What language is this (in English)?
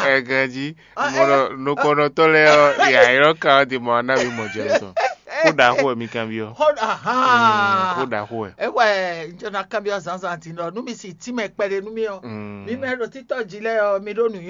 Fon